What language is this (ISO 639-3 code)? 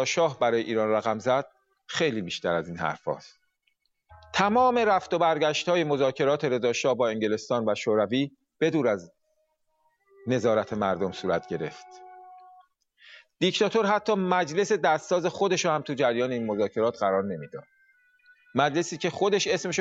fas